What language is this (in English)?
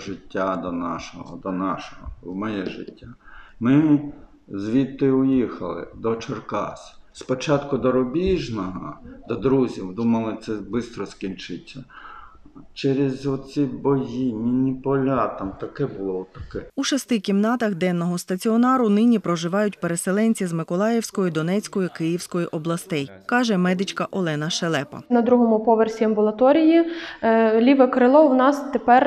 Ukrainian